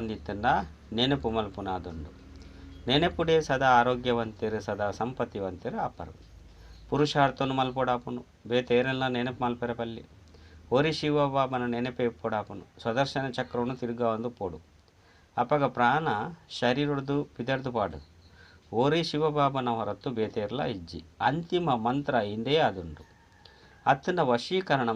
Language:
Tulu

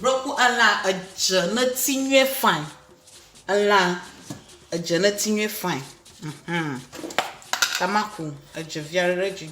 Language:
Ewe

